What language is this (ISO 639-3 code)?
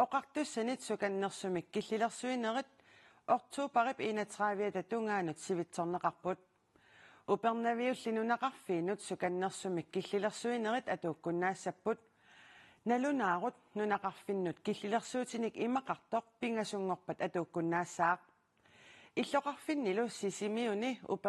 kal